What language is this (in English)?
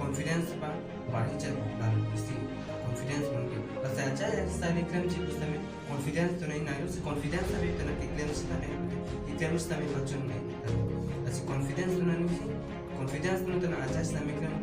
Karbi